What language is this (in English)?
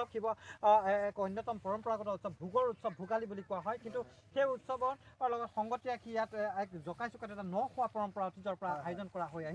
Assamese